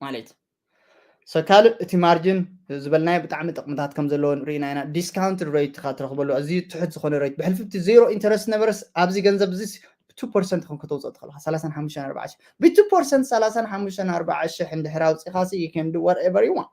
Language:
Tigrinya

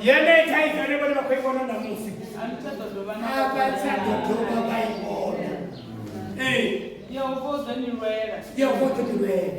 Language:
Venda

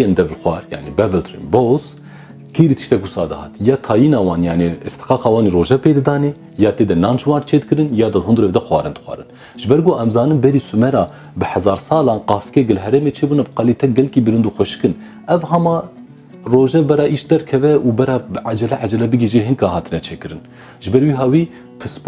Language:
Kurdish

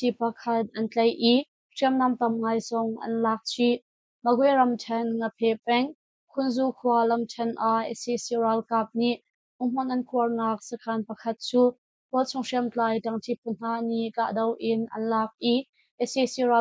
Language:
Hakha Chin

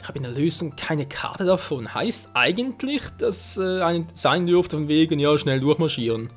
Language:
Swiss German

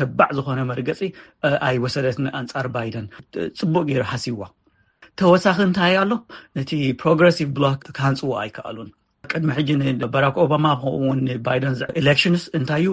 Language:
Tigrinya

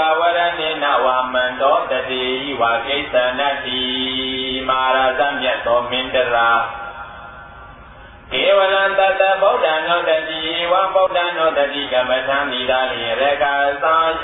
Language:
Burmese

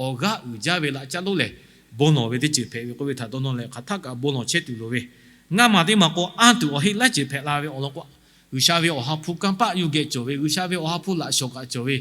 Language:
Lahu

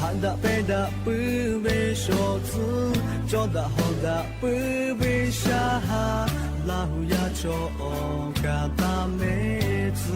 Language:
Lahu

